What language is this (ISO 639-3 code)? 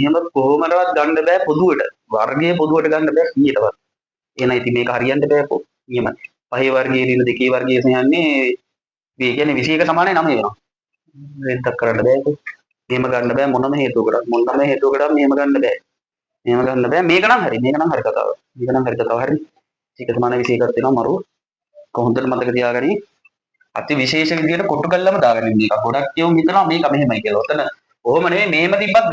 sin